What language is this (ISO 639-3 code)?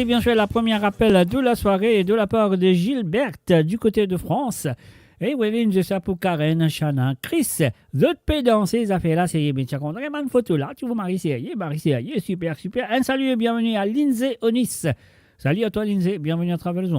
mfe